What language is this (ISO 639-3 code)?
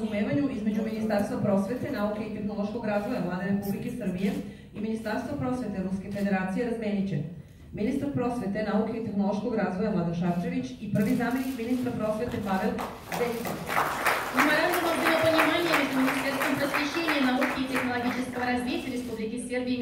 srp